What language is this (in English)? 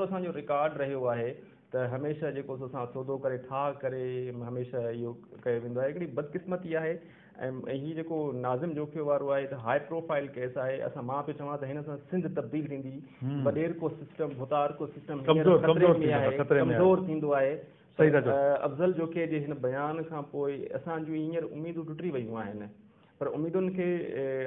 Sindhi